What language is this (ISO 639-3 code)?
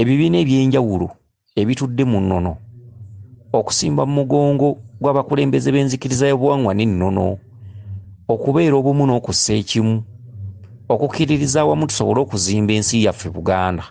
lug